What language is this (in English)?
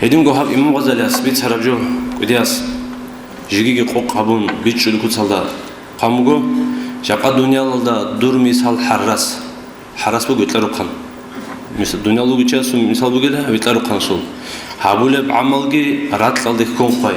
Avaric